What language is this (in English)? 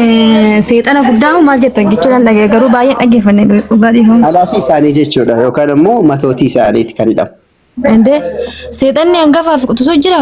Oromo